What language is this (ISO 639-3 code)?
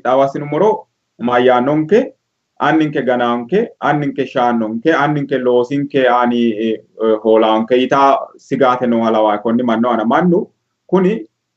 sid